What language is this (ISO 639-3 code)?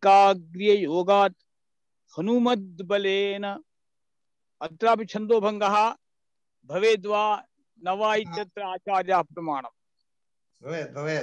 san